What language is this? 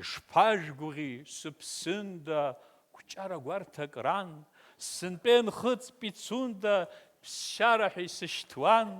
Abkhazian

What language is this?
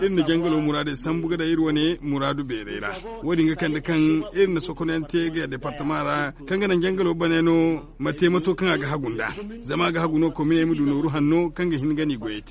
Zarma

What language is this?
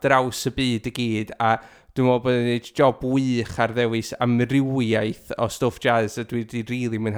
Welsh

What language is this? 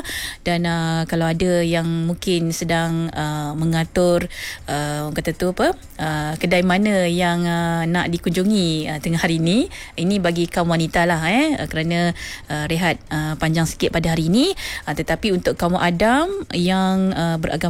Malay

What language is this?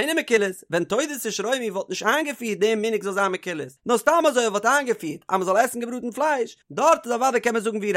Yiddish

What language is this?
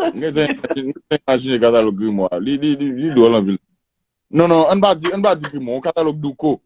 Haitian Creole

